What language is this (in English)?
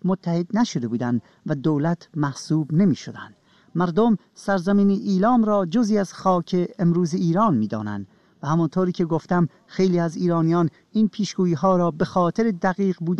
Persian